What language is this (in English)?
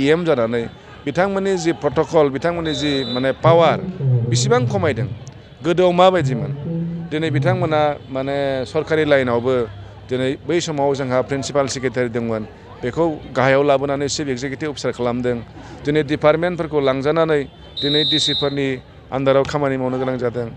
Bodo